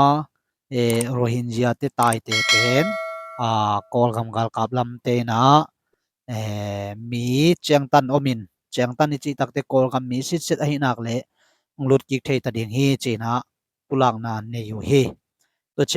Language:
Tedim Chin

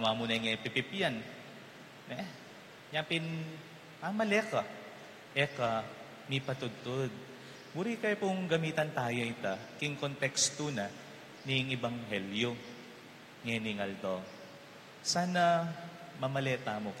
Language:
Pampanga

